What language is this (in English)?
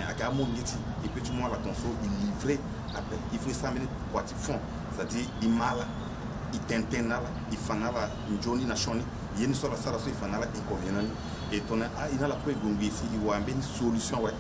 Sango